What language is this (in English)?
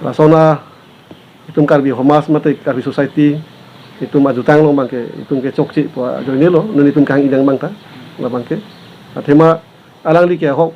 Karbi